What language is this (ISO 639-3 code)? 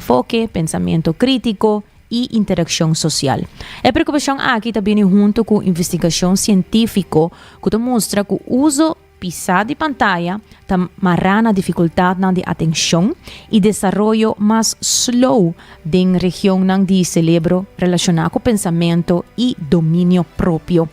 pap